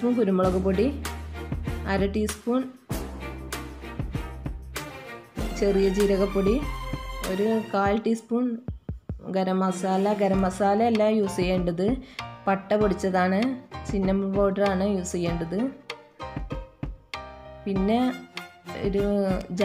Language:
Malayalam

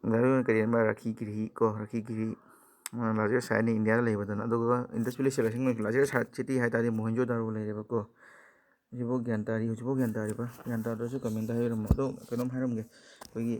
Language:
Manipuri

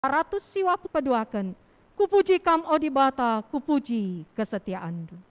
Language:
Batak Karo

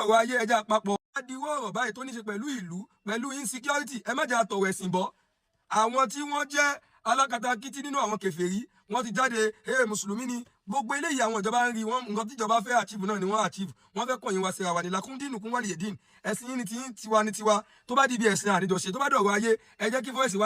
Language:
Yoruba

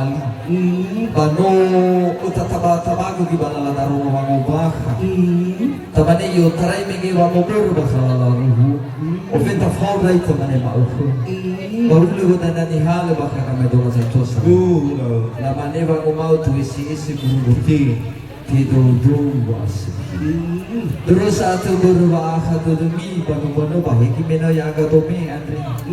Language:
Nias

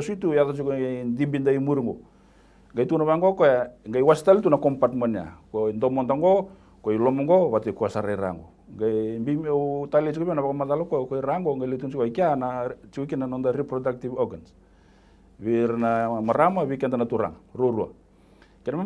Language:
Fijian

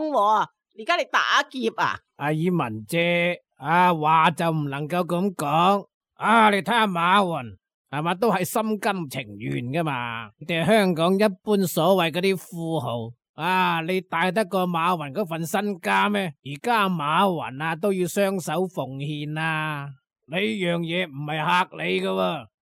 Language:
Cantonese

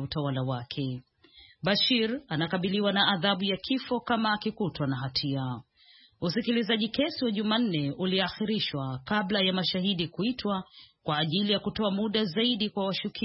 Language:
Swahili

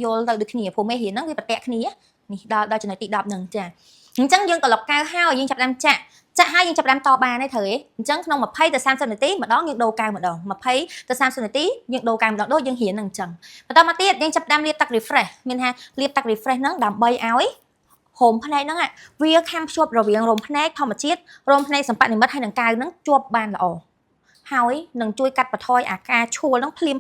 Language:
Khmer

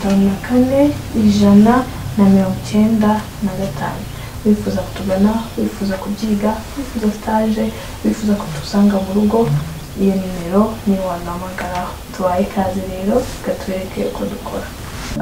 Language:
Kinyarwanda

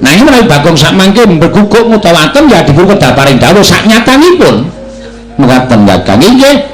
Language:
Javanese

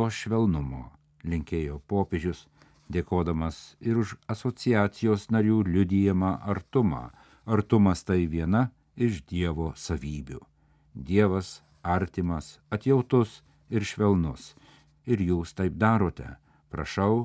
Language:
Lithuanian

